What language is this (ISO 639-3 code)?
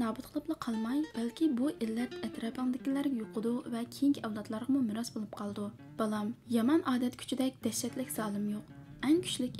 uig